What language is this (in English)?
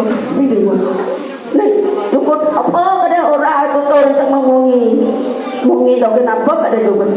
Balinese